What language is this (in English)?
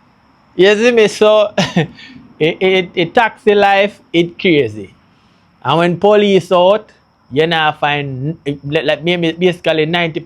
Jamaican Creole English